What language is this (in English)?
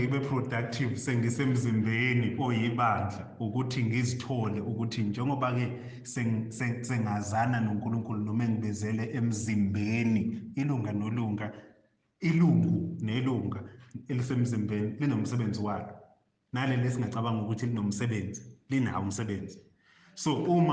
Zulu